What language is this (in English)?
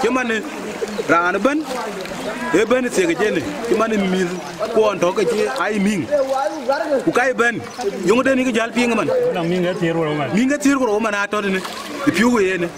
Dinka